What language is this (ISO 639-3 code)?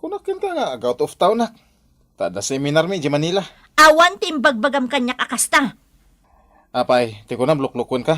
ilo